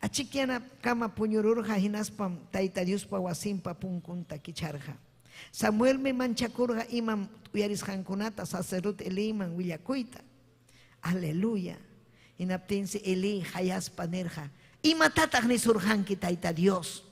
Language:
Ayacucho Quechua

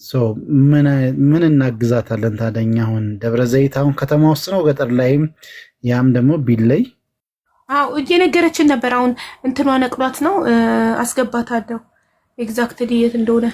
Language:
Amharic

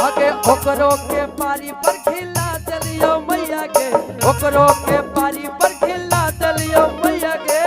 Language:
Magahi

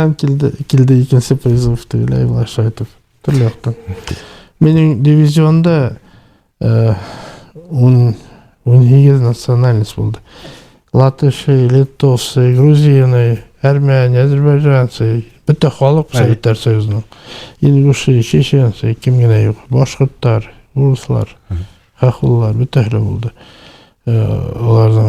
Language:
Bashkir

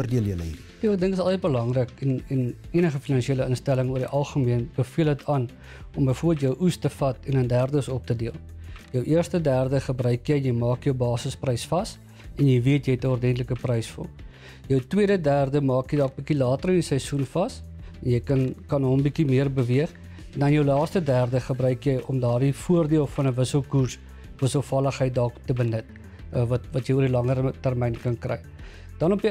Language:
Afrikaans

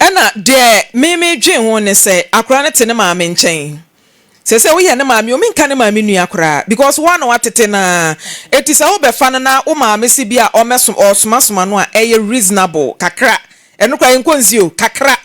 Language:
Akan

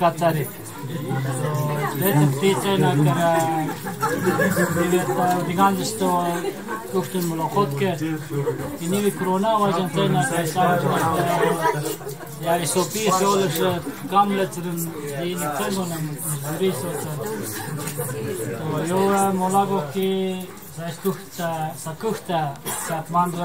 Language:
Urdu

